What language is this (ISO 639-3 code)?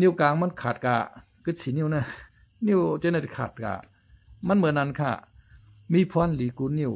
lao